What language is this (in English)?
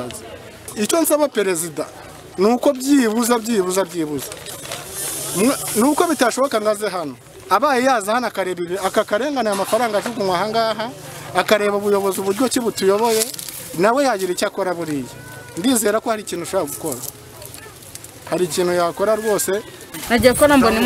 Kinyarwanda